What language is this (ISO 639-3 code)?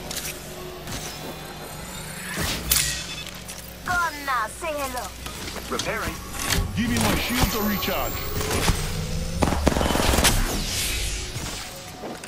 eng